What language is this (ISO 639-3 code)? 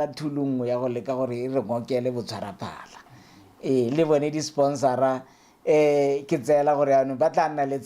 tsn